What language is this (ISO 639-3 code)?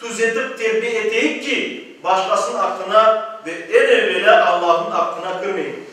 crh